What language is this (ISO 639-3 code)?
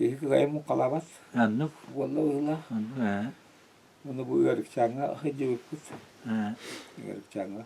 sah